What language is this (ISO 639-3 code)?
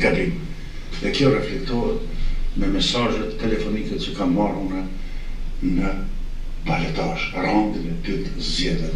sqi